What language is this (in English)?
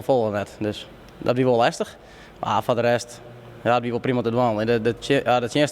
Western Frisian